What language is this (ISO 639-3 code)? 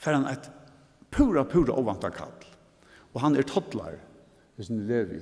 fao